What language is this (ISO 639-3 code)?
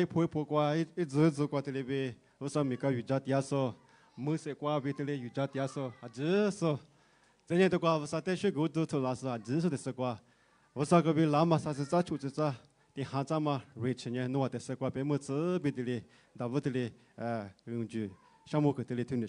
lis